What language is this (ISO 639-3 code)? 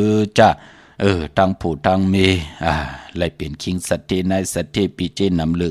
shn